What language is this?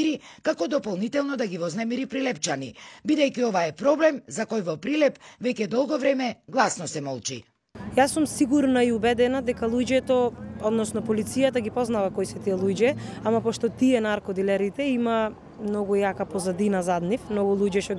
Macedonian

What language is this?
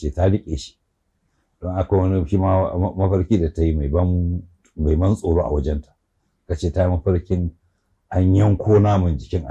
Hausa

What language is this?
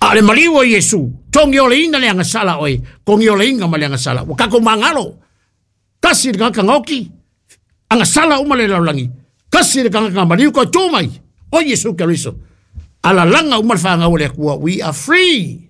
Samoan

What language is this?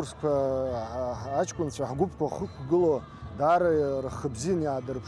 Abkhazian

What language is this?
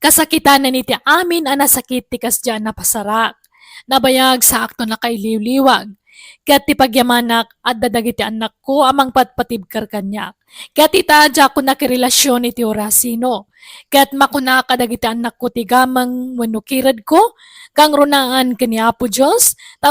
Iloko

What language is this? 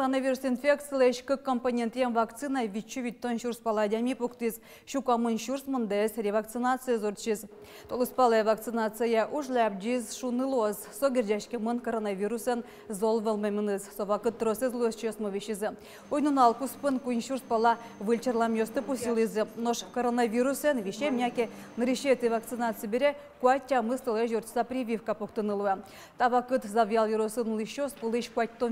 Udmurt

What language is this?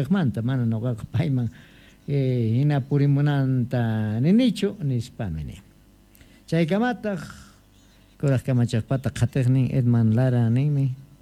South Bolivian Quechua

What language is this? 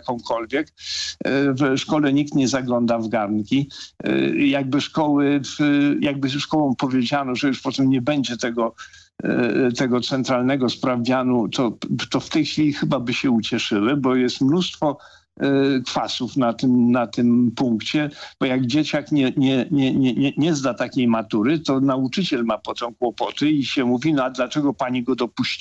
Polish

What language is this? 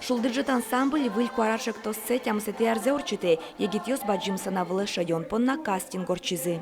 Udmurt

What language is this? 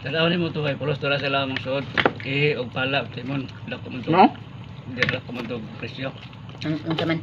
Cebuano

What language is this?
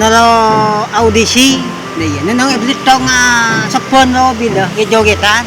Madurese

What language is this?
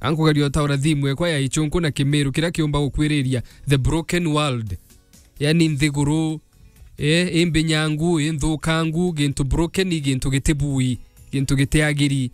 Meru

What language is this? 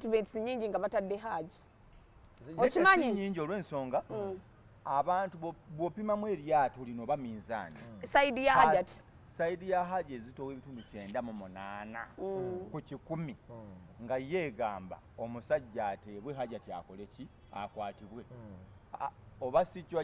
Ganda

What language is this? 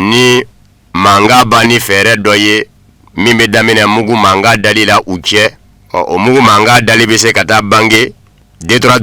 Bambara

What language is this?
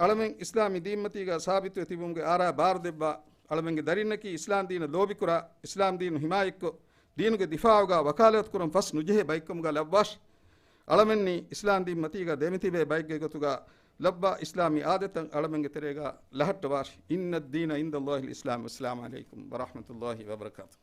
Divehi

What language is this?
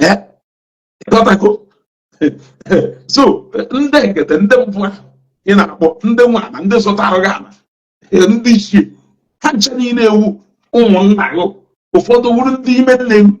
Igbo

